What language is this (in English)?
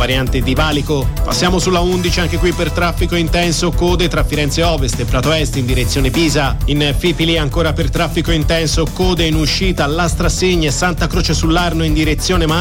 Italian